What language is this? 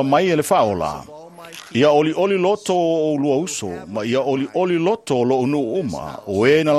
Samoan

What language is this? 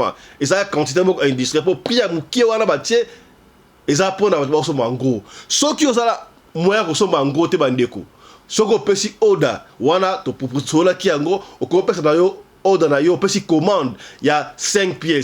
Lingala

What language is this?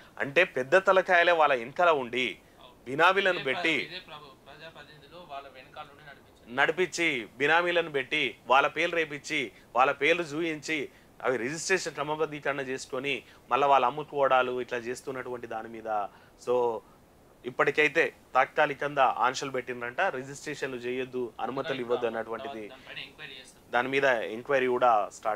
Telugu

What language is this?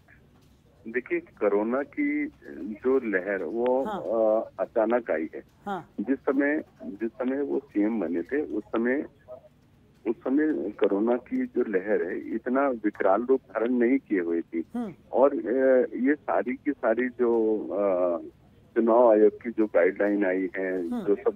Hindi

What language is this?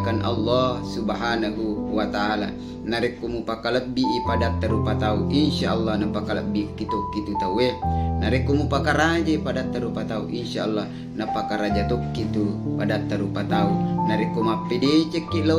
Buginese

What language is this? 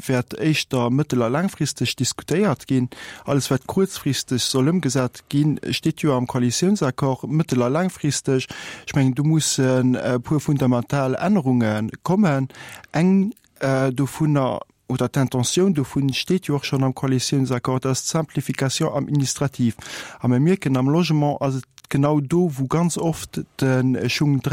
Luxembourgish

